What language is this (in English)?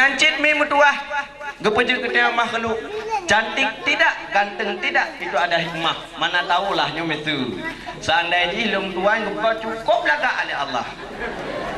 Achinese